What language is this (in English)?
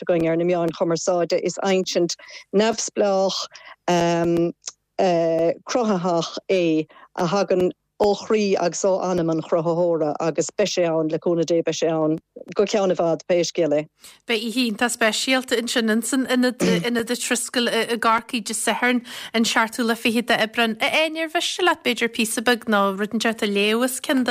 Irish